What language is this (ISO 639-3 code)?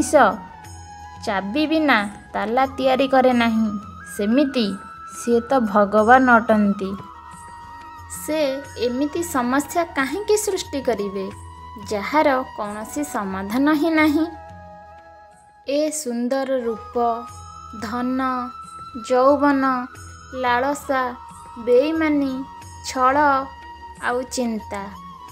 ori